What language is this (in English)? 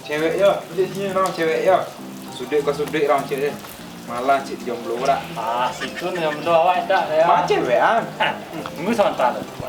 Minangkabau